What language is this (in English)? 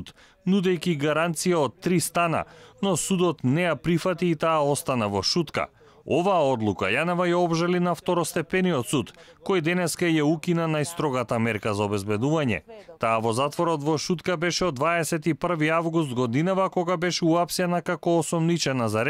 Macedonian